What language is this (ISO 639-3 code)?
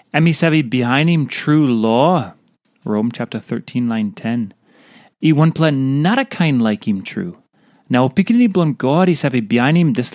tpi